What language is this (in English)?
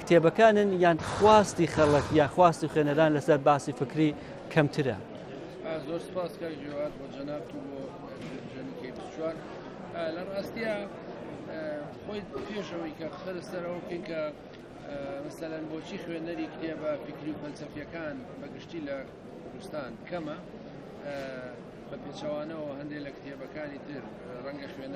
Central Kurdish